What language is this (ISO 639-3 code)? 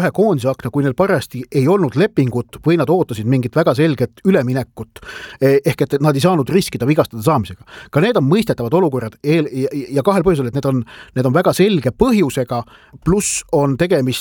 est